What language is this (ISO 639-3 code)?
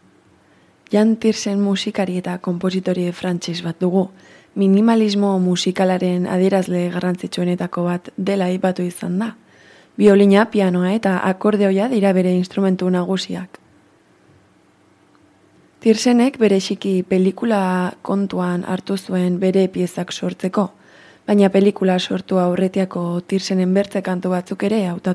eus